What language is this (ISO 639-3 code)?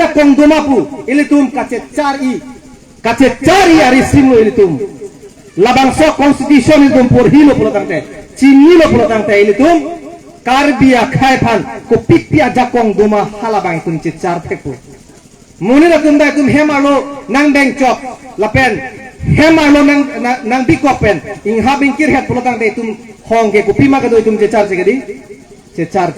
mjw